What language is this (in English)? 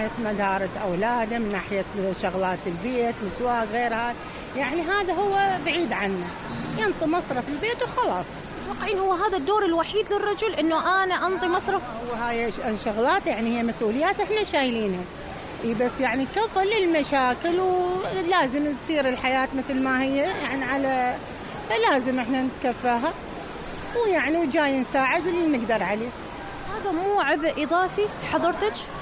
Mesopotamian Arabic